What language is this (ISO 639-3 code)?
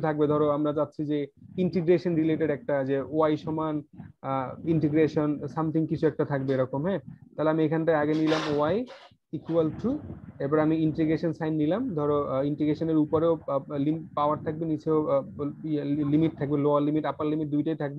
ben